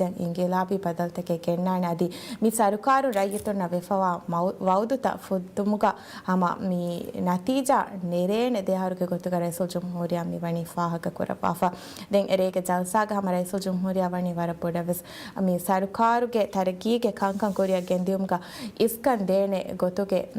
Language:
Divehi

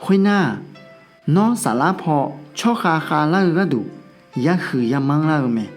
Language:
Akha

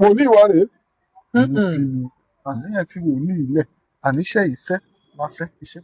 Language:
Yoruba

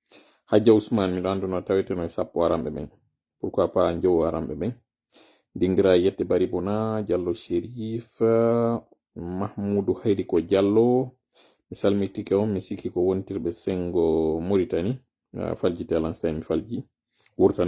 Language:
Fula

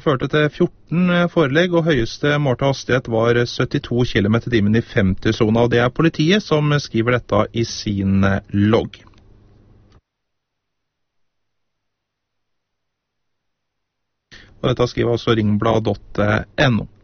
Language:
Norwegian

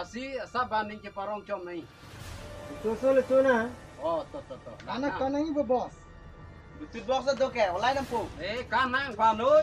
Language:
Karbi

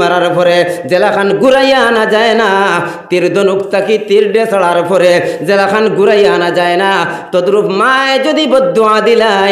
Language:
Sylheti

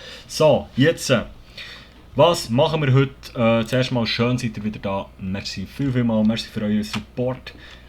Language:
Swiss German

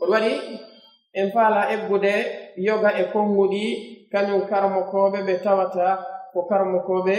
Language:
Pular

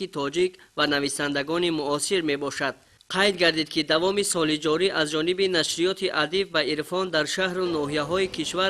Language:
Tajik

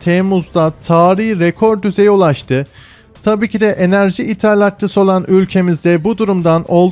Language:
Turkish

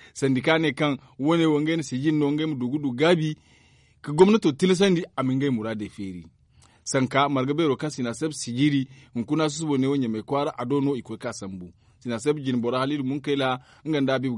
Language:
Zarma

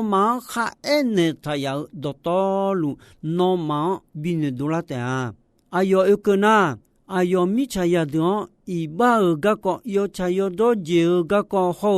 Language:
Akha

